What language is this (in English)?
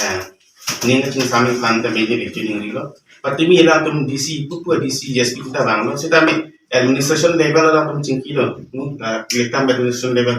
Karbi